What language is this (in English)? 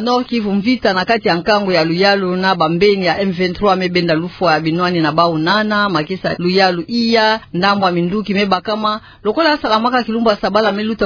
Kituba (Democratic Republic of Congo)